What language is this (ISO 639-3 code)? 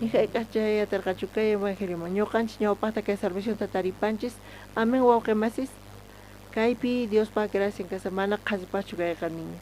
quh